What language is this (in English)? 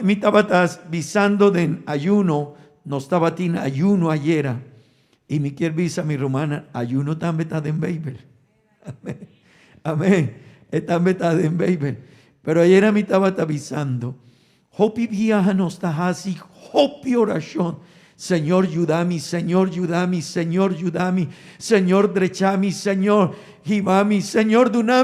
Papiamento